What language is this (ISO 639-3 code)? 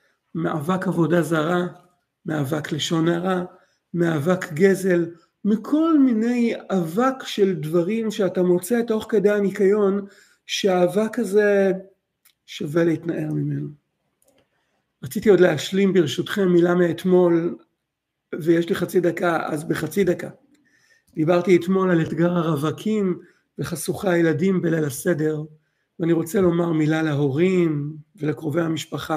heb